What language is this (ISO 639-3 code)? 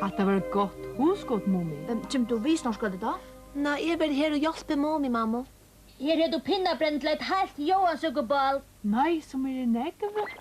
fao